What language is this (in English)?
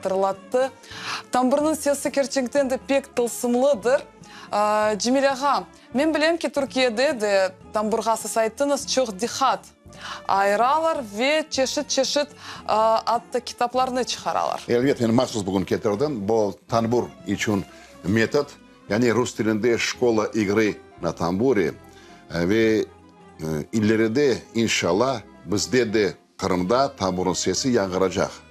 Crimean Tatar